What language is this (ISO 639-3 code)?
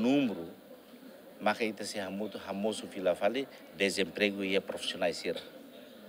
tet